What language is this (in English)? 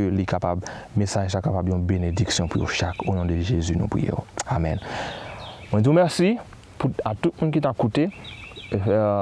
Haitian Creole